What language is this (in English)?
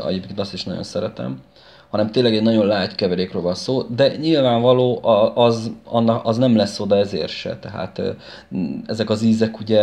Hungarian